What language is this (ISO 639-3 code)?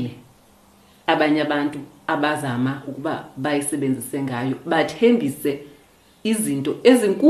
xho